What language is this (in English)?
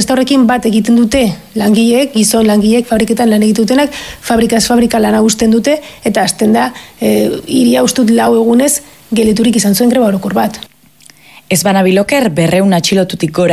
Basque